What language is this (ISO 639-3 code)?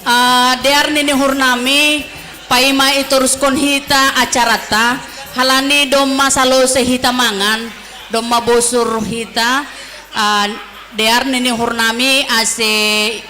bts